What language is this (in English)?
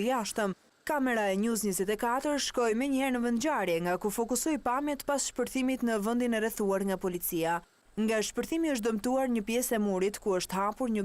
Albanian